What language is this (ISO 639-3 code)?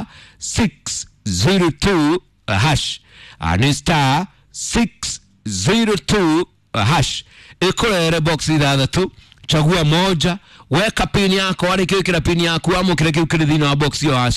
kik